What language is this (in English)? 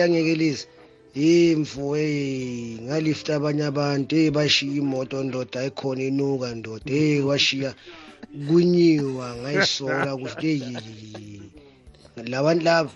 South Ndebele